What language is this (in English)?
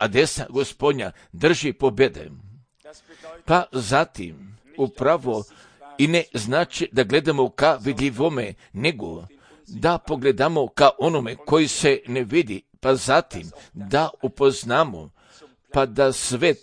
Croatian